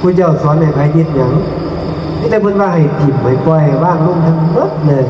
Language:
Northeastern Thai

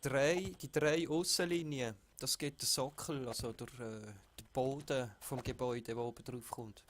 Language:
Swiss German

